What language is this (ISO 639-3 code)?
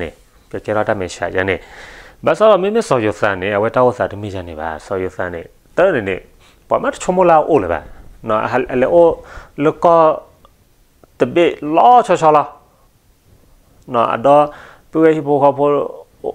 ksw